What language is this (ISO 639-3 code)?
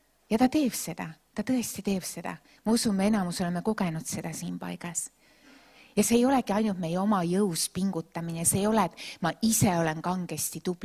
est